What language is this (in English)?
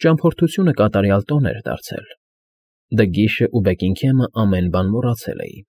Armenian